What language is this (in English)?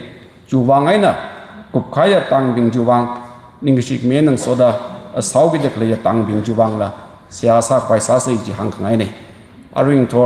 Tangkhul Naga (India)